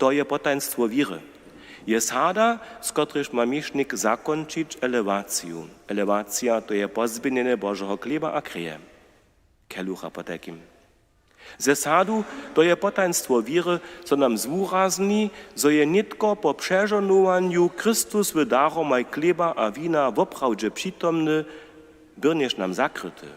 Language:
Upper Sorbian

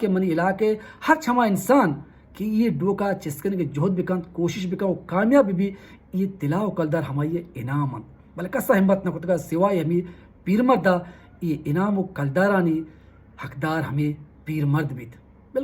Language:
Baluchi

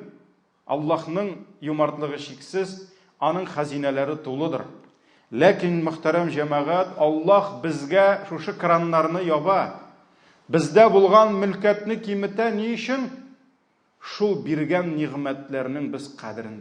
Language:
Tatar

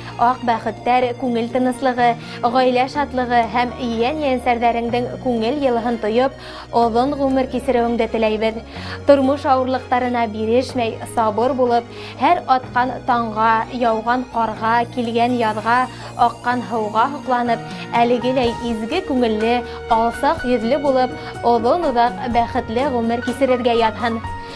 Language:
Bashkir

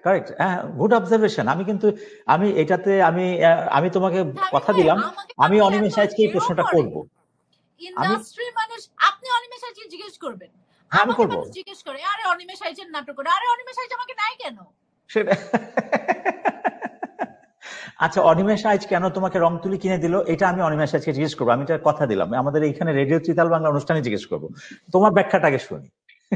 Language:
Bangla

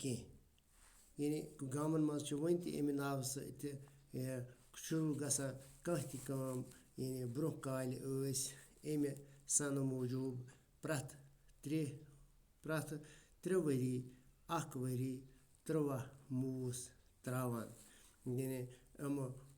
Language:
Kashmiri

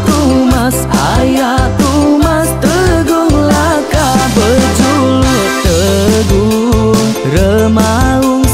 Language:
Iban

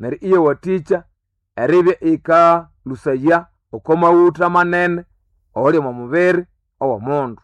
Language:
Nande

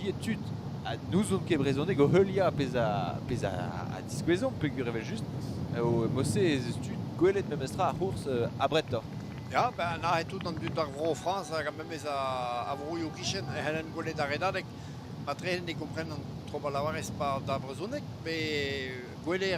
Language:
Breton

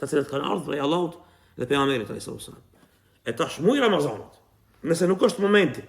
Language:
Albanian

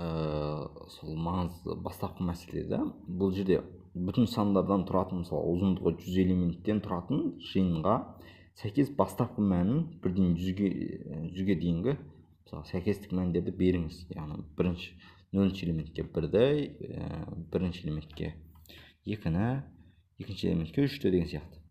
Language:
Kazakh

